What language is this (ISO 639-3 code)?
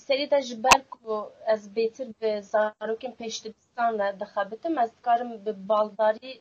kur